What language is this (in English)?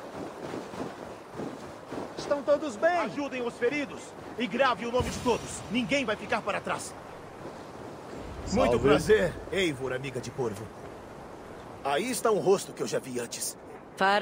Portuguese